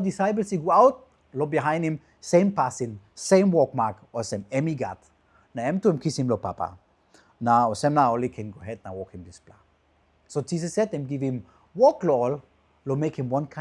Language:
Tok Pisin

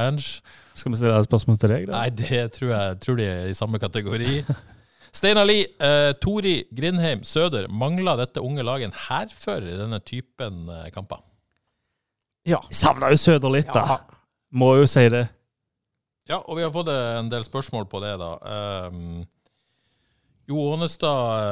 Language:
Norwegian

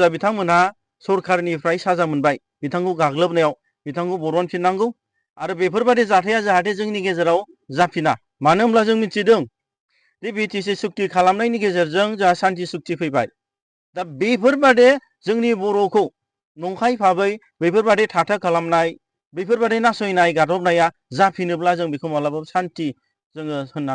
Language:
Bodo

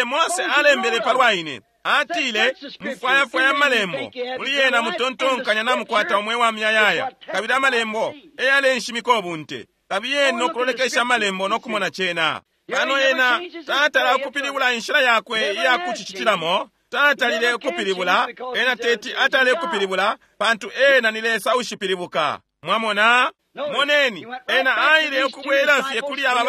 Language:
Bemba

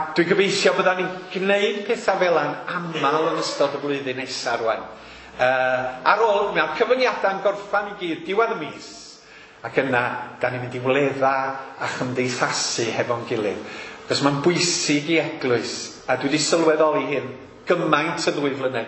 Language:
Welsh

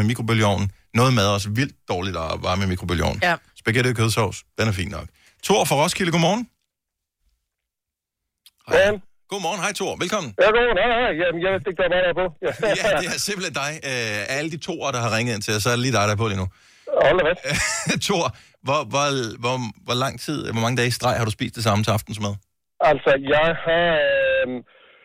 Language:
Danish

